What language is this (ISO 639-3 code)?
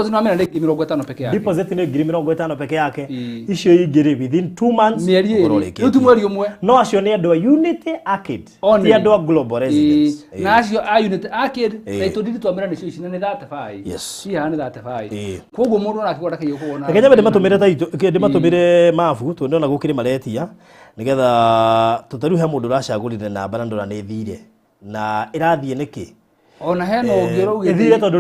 kik